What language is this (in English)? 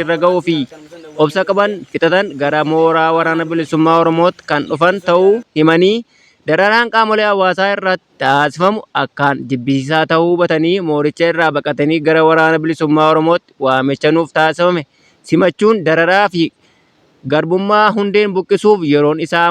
Oromo